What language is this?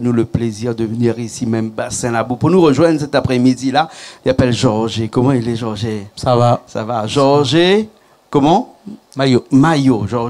Réunion Creole French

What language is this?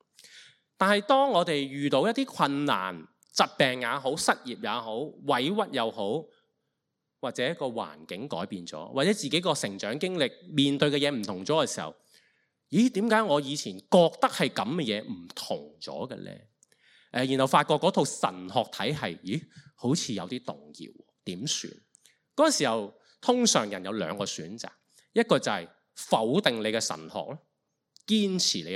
Cantonese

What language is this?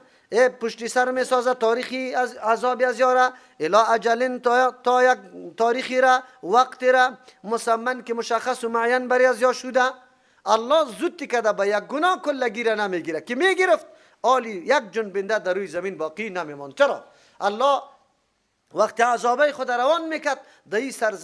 Persian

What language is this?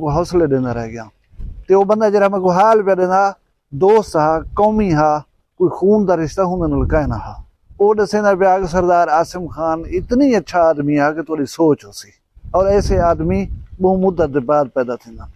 Saraiki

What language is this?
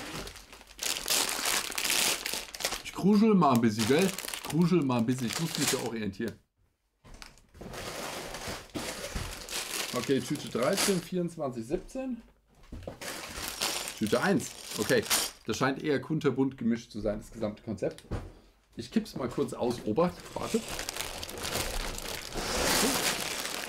German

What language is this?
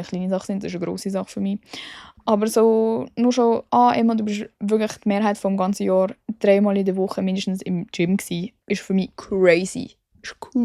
Swiss German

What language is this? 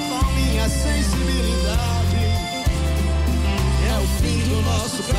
Portuguese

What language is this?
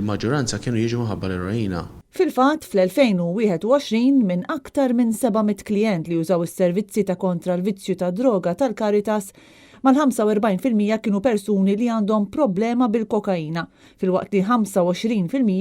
Maltese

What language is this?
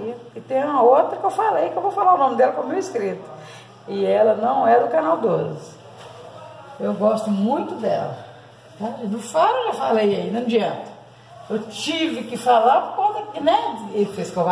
Portuguese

